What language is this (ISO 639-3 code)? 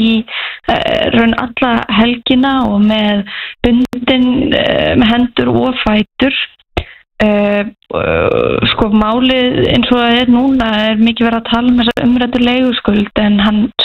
isl